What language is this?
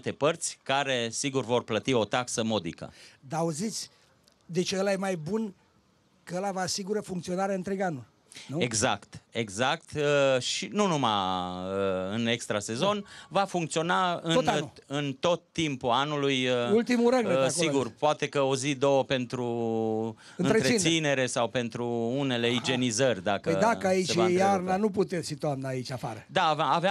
Romanian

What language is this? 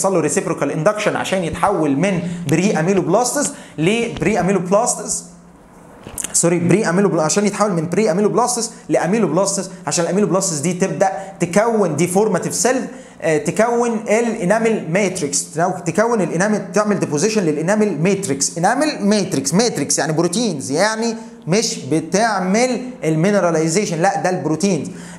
Egyptian Arabic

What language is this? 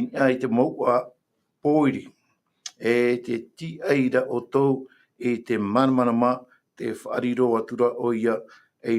Tahitian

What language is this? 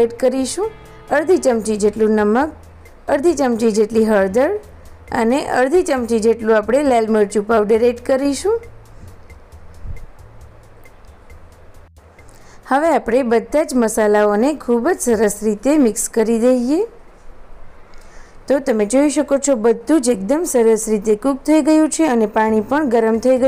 Gujarati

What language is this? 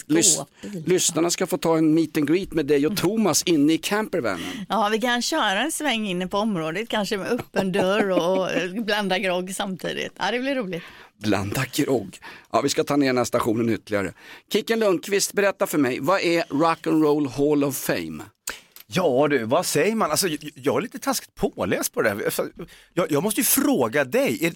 Swedish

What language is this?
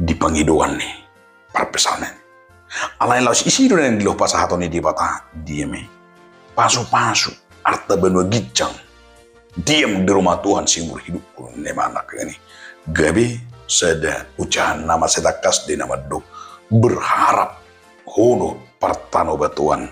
Batak Toba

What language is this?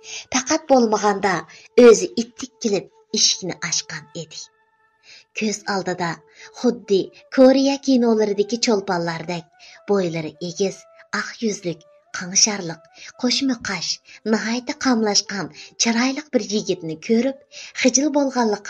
Uyghur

